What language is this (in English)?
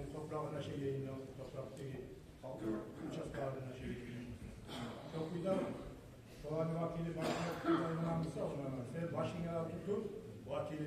Kumyk